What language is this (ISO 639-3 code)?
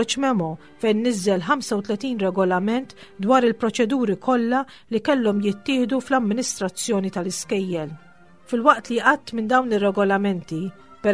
mlt